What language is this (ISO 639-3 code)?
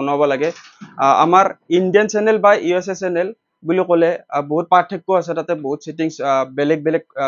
asm